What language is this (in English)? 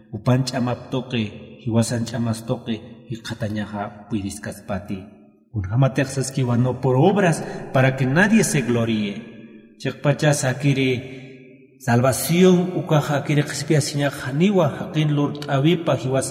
Aymara